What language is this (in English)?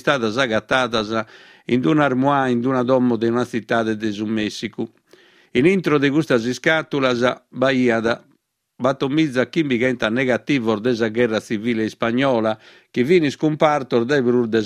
Sardinian